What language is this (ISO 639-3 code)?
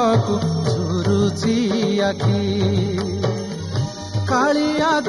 ori